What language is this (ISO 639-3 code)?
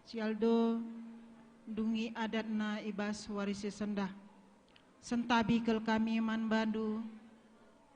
btx